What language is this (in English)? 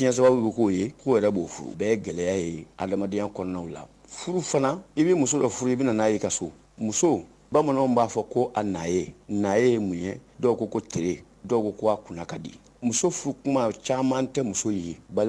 Bambara